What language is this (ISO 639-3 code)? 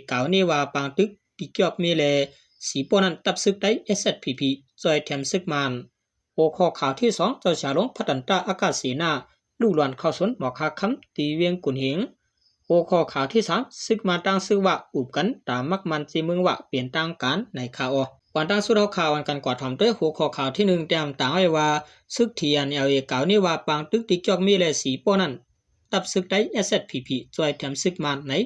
shn